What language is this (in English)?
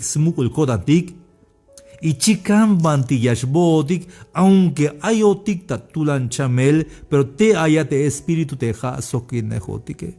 Tzeltal